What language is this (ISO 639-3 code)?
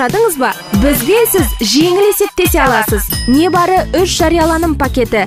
kaz